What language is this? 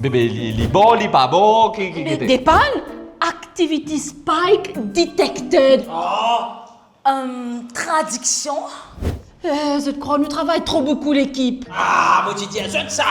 Morisyen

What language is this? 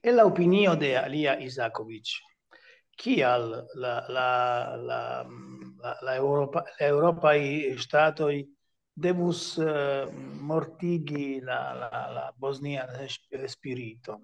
Esperanto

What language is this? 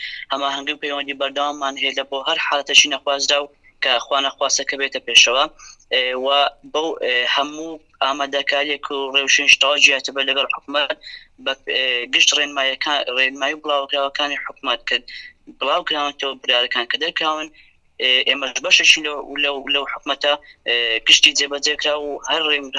Central Kurdish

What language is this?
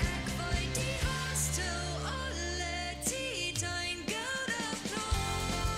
Plautdietsch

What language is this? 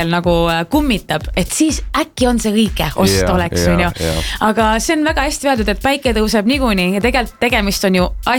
Estonian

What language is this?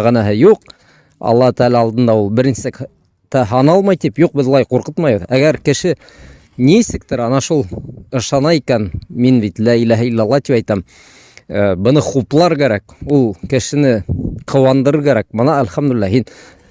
Bashkir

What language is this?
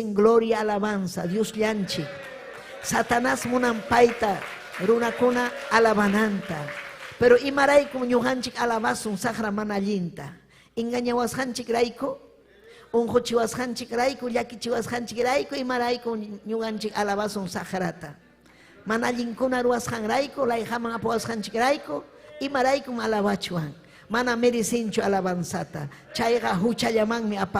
Ayacucho Quechua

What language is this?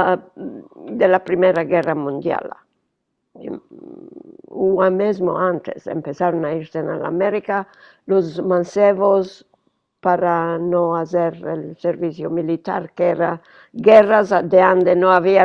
Ladino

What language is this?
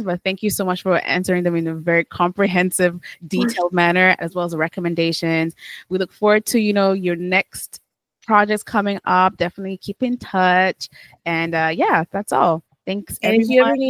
English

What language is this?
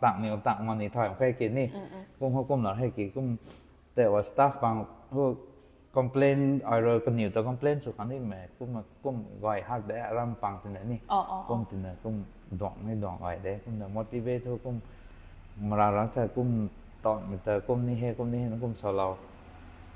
Rongmei Naga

